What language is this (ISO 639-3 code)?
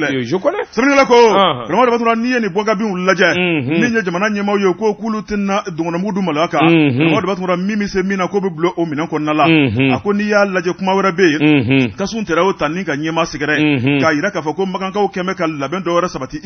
bam